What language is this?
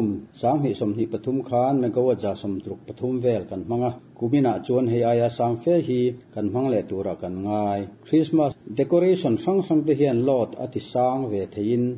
Mizo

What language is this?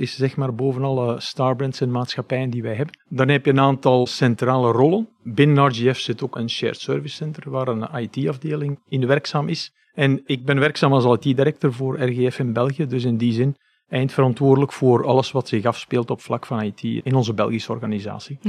Dutch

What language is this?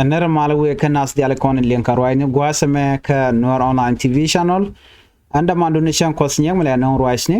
Nuer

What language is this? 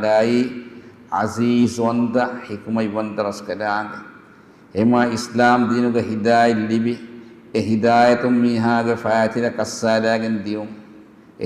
Divehi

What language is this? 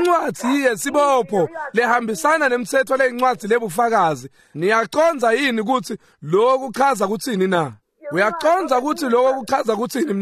Swati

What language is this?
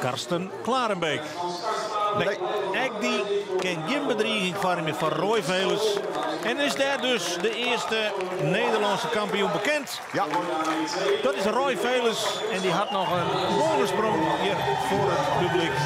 Western Frisian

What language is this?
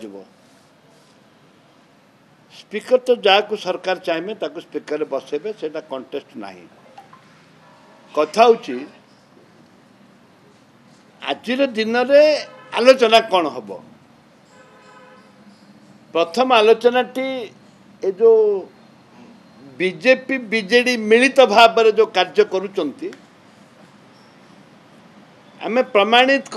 Odia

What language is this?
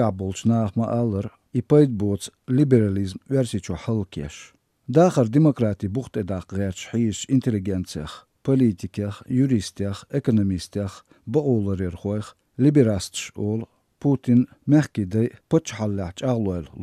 Chechen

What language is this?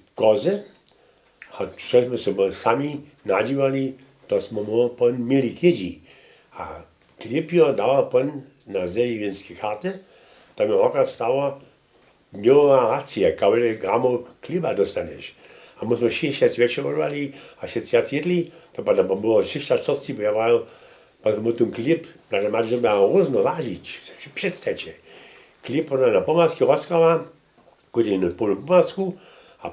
Upper Sorbian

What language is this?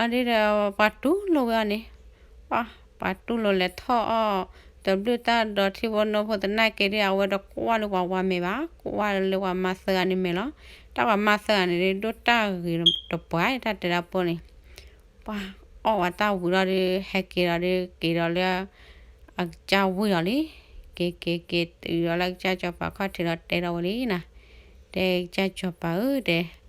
S'gaw Karen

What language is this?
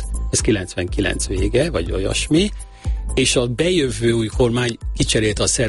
Hungarian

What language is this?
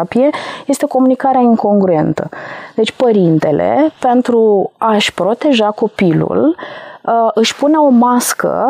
Romanian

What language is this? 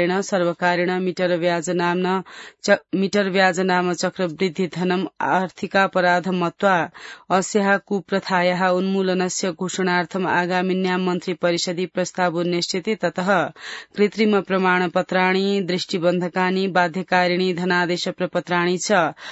Sanskrit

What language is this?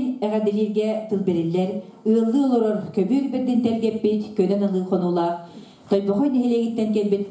Yakut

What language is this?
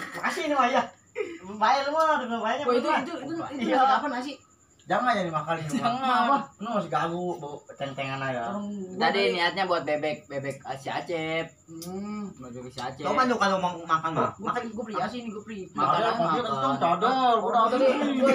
Betawi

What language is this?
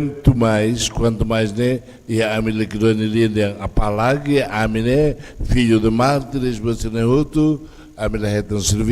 Tetum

